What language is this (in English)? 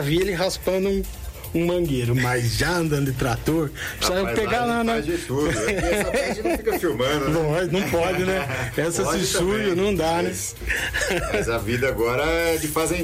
Portuguese